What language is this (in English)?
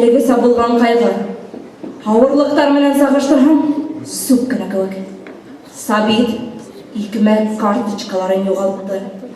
Bashkir